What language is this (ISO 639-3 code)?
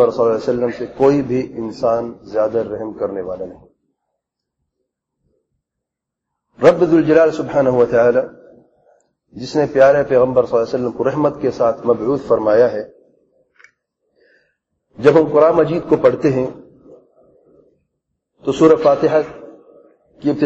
urd